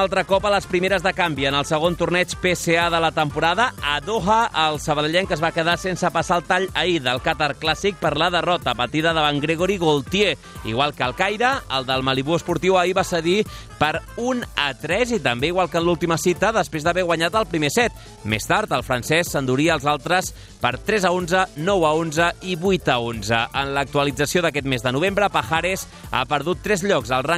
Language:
Catalan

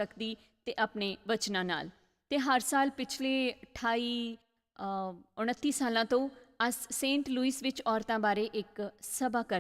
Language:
Dogri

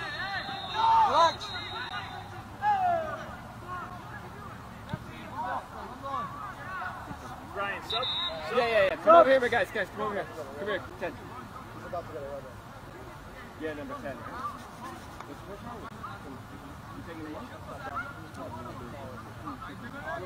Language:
English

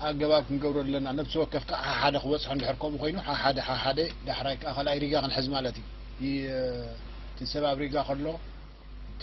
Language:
Tigrinya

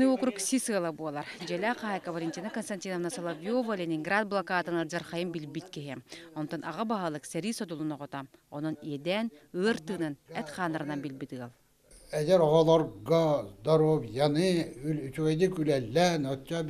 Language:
Yakut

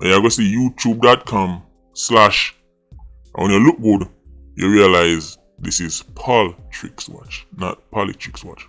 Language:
Jamaican Creole English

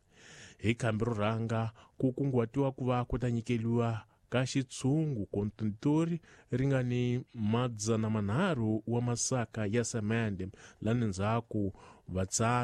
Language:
Tsonga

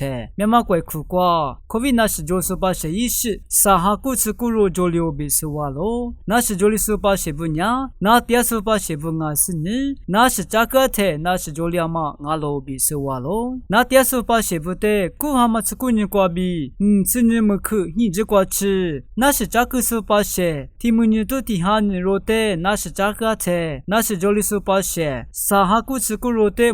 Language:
Lisu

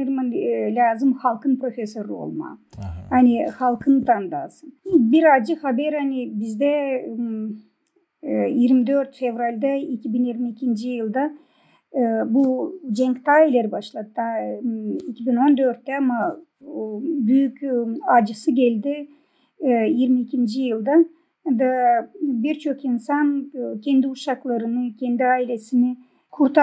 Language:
Gagauz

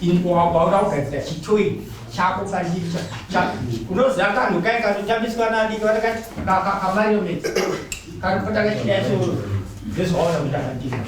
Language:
Shona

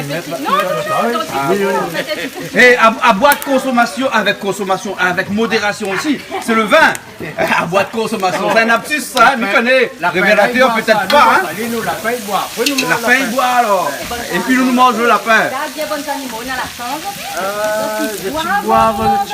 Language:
Réunion Creole French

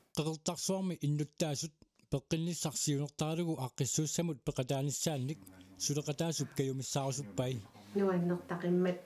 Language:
Kalaallisut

